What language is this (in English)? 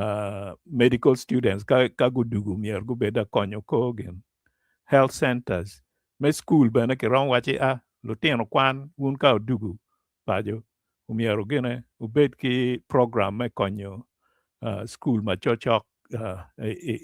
Acoli